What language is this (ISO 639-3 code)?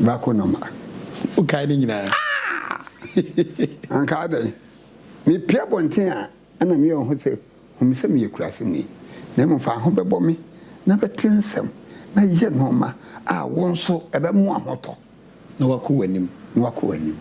aka